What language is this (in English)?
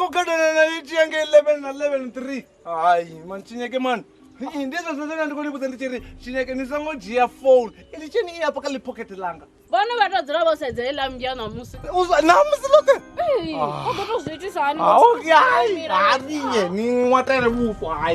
Venda